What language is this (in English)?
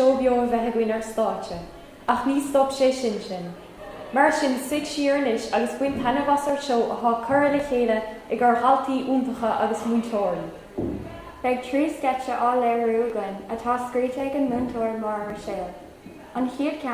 Irish